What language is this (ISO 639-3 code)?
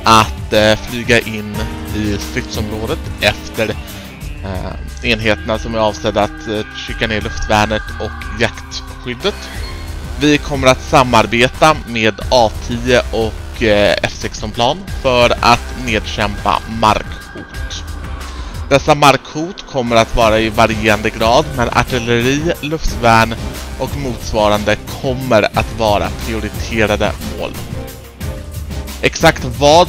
swe